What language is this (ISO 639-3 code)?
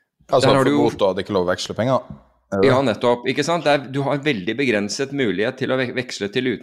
nor